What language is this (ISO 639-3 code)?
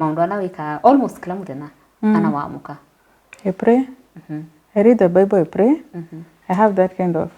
kam